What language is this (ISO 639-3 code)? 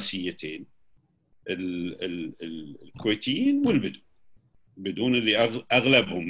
afb